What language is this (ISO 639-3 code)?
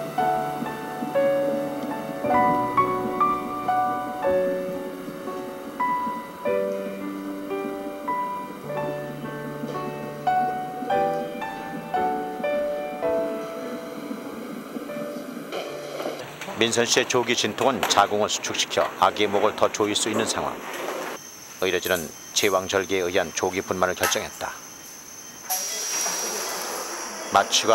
kor